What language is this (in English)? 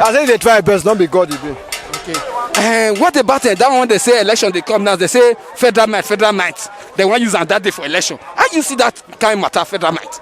Nigerian Pidgin